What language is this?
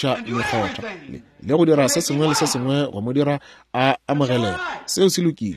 Northern Sotho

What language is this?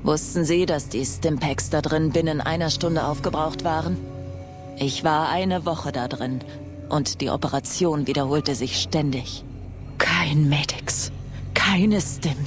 Bavarian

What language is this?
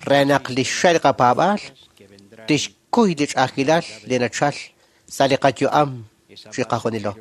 Kekchí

